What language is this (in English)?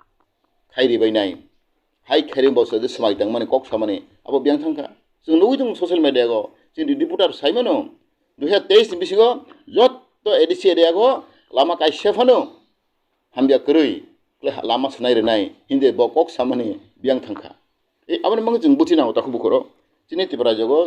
Kok Borok